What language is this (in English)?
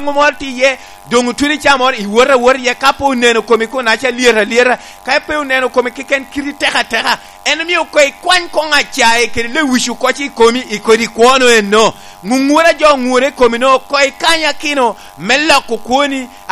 Lango (Uganda)